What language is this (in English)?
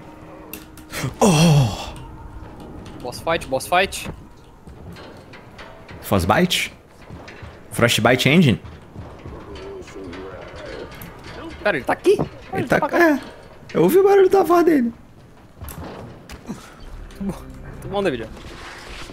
Portuguese